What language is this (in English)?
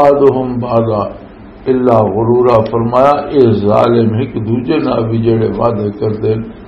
Western Panjabi